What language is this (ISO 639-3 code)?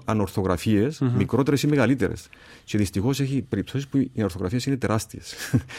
ell